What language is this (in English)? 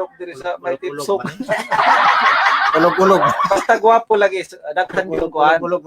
Cebuano